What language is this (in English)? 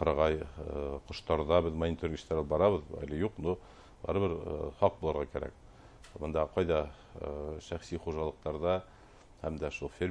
Bashkir